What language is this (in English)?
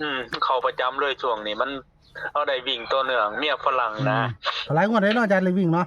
Northeastern Thai